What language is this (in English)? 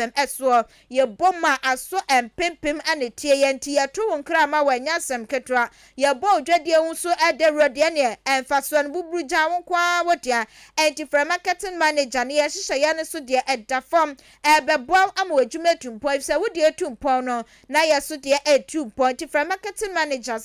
Akan